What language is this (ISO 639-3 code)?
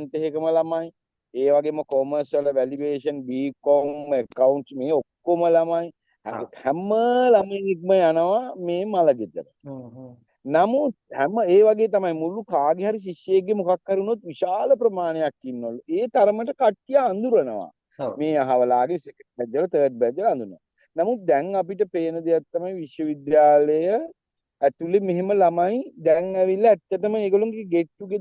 sin